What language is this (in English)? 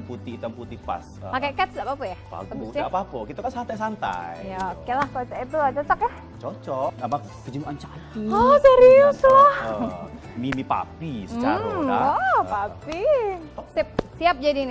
Musi